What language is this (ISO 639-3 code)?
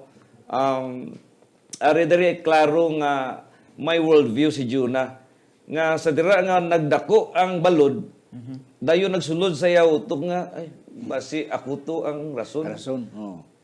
hil